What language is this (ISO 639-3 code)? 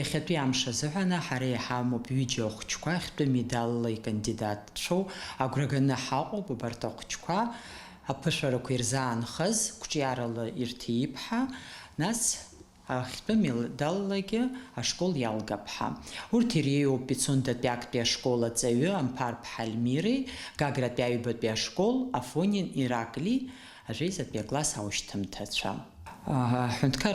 abk